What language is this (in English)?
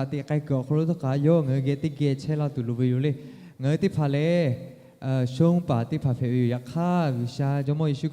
Lahu